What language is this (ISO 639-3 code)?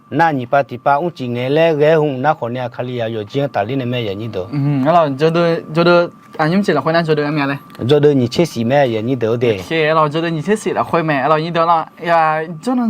ahk